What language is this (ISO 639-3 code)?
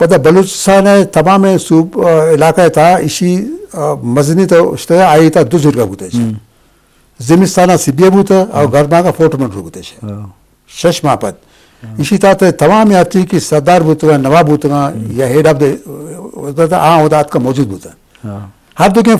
bgp